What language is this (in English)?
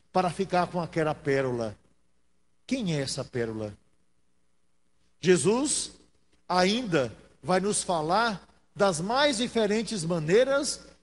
Portuguese